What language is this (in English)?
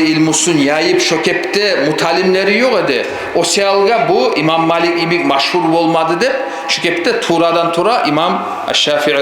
Kumyk